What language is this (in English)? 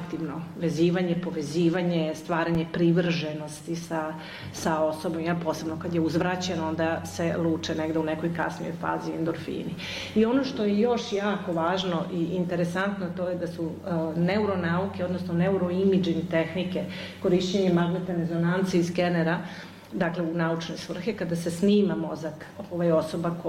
Serbian